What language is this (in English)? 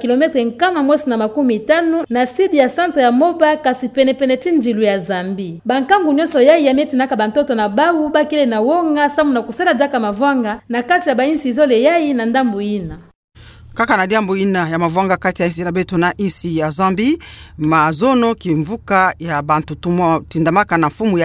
Kituba (Democratic Republic of Congo)